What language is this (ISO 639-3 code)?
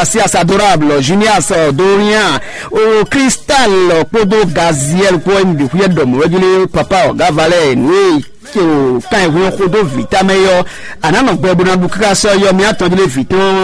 fon